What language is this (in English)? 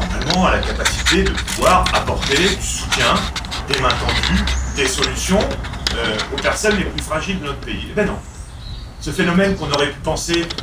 French